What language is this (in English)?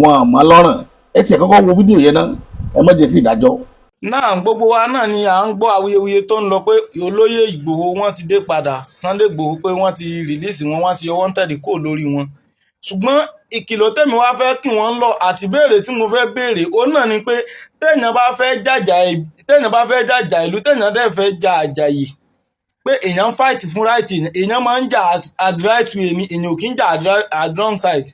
Yoruba